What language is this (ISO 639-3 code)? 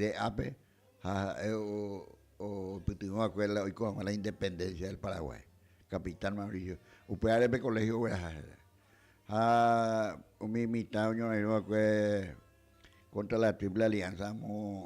grn